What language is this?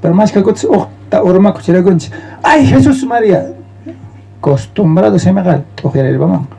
South Bolivian Quechua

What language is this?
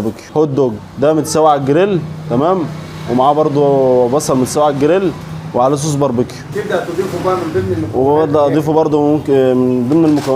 Egyptian Arabic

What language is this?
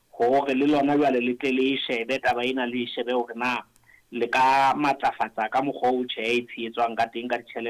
Southern Sotho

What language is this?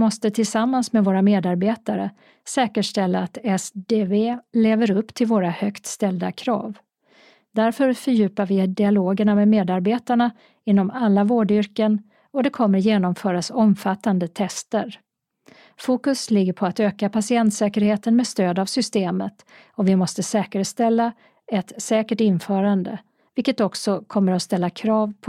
Swedish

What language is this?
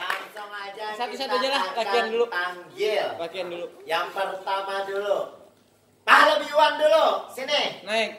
Banjar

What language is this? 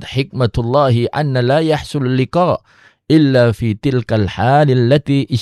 Indonesian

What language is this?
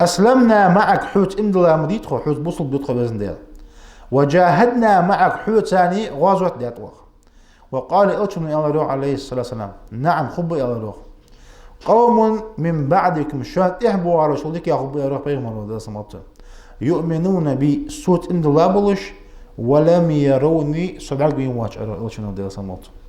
Ingush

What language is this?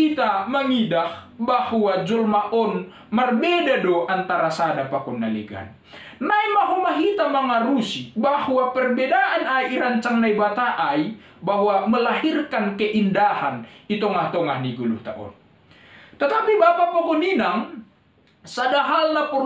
Batak Simalungun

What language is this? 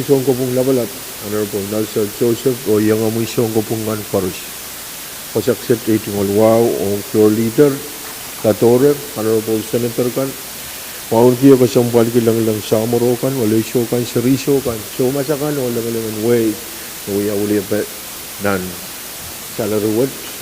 Pohnpeian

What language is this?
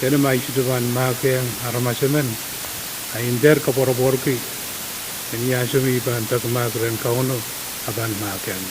Pohnpeian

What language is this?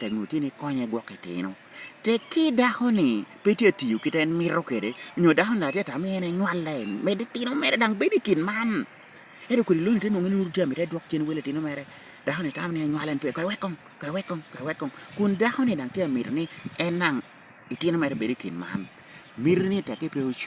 Lango (Uganda)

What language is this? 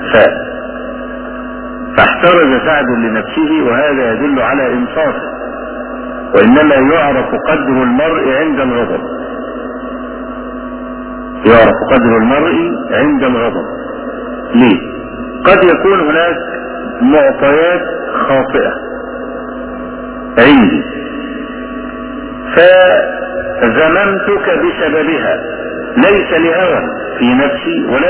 Arabic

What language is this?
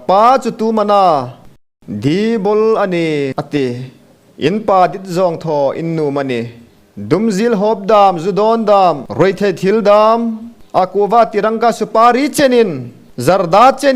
Hmar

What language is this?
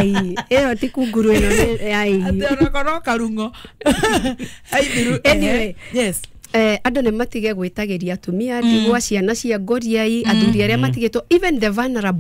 Kikuyu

